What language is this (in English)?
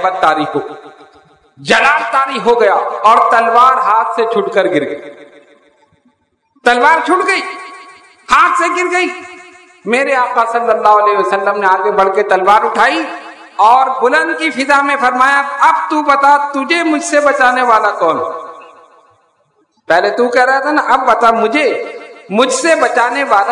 Urdu